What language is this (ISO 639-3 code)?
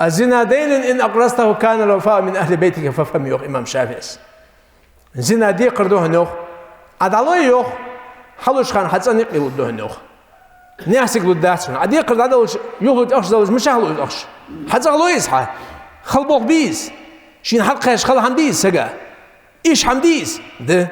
inh